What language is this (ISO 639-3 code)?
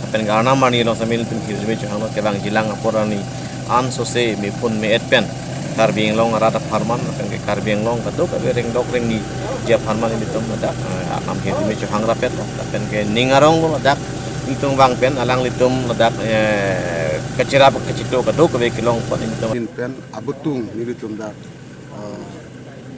mjw